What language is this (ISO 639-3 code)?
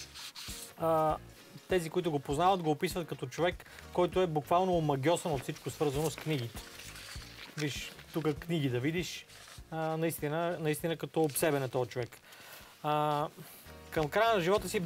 bul